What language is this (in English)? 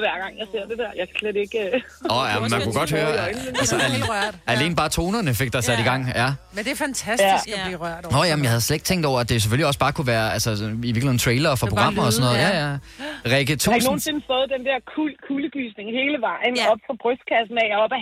Danish